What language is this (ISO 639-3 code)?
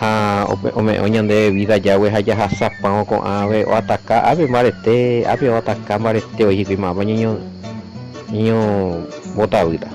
grn